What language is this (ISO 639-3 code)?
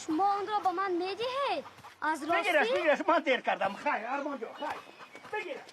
tgk